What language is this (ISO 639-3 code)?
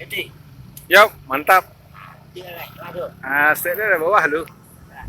min